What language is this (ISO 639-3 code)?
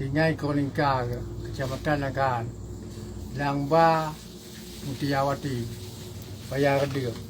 ace